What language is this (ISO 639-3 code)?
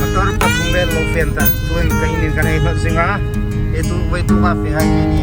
hmr